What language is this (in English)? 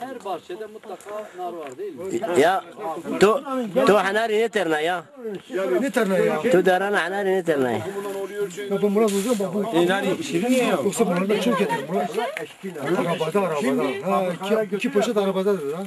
Zaza